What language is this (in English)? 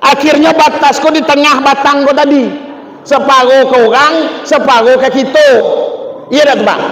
Minangkabau